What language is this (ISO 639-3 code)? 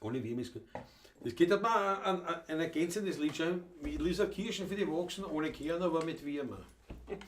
bar